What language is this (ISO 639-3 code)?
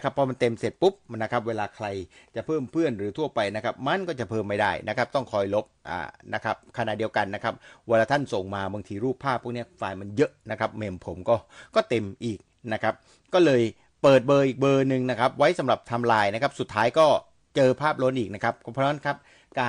tha